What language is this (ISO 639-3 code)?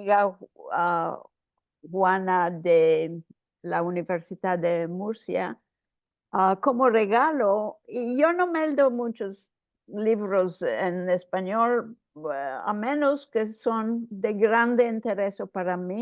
lad